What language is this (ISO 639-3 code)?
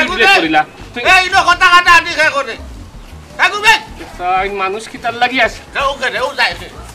syl